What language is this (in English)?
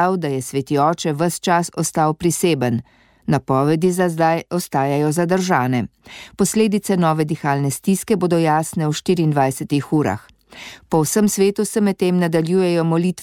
Slovenian